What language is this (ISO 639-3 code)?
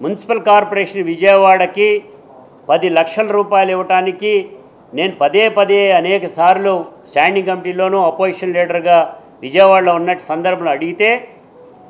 tel